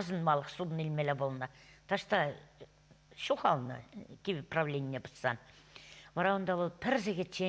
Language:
Chuvash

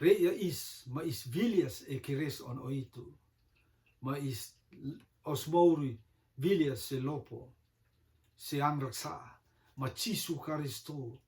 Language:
Rotuman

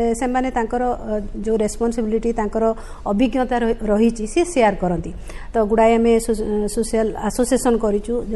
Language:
Odia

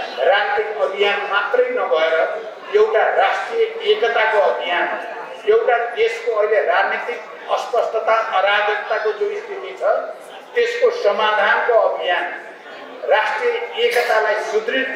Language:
Nepali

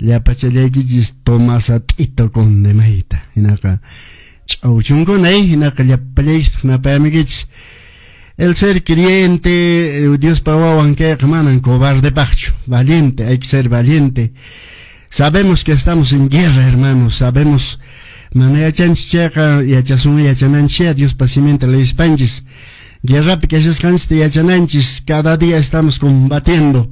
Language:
Quechua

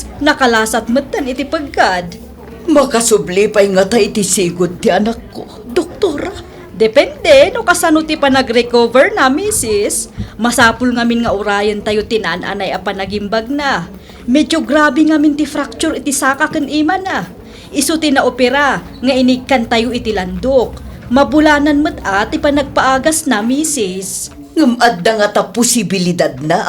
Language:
Iloko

